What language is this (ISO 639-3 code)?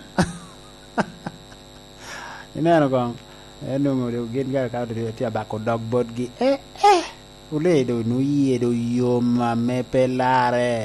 laj